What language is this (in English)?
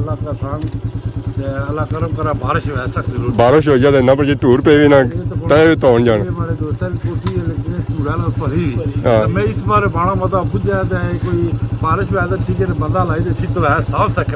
Pahari-Potwari